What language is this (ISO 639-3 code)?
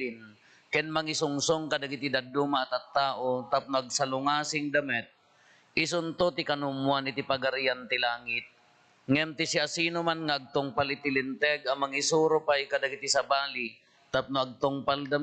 ilo